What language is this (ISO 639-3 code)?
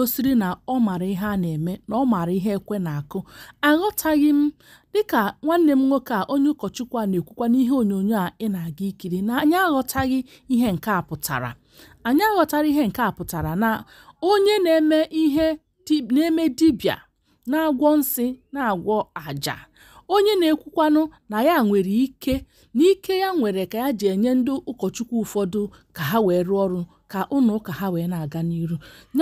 ibo